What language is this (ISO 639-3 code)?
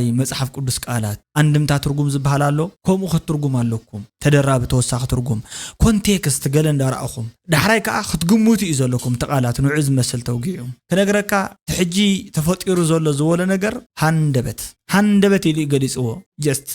tir